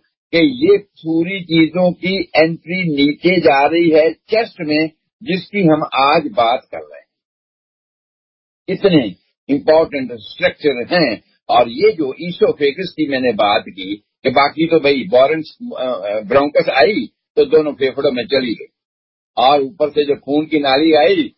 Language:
Urdu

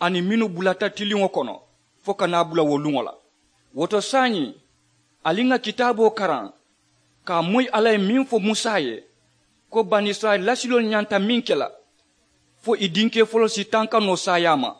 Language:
Mandingo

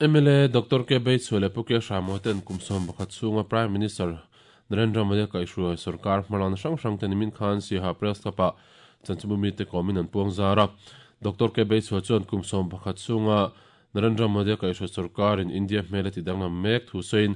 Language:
Mizo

